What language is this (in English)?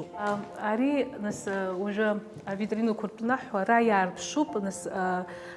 Abkhazian